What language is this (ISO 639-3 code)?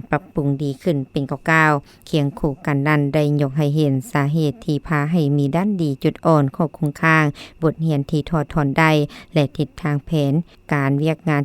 lao